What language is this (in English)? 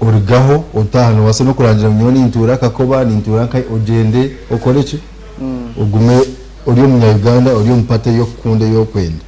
Nyankole